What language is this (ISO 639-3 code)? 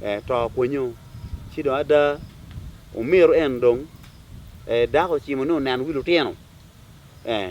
ach